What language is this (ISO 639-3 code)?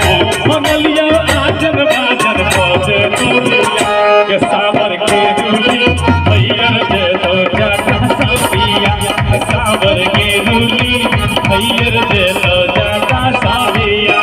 mai